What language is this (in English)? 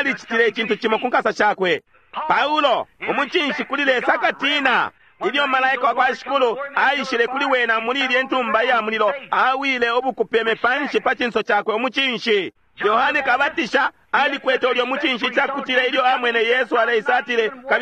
Bemba